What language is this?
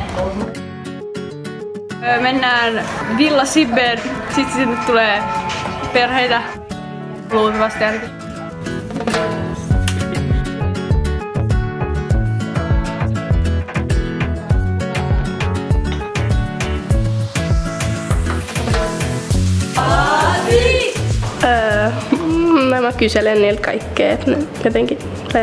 Finnish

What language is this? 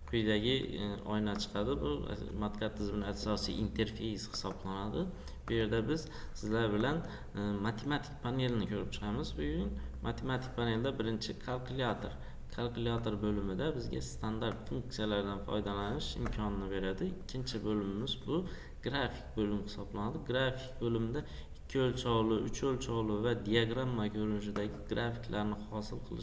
Uzbek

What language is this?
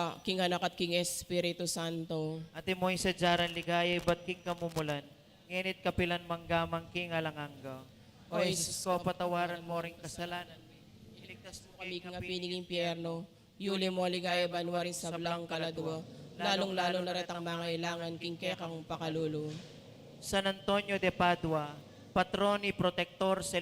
Pampanga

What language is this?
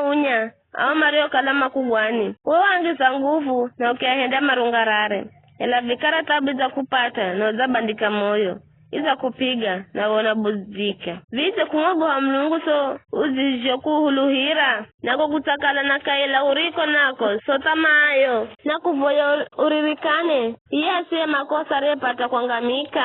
Giryama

